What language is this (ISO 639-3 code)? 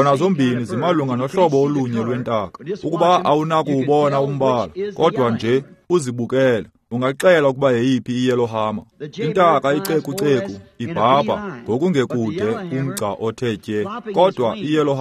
xho